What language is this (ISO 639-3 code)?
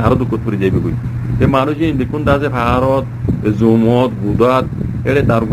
rhg